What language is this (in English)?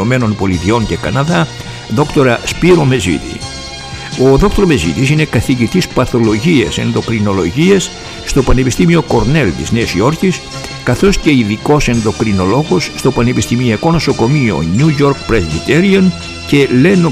Greek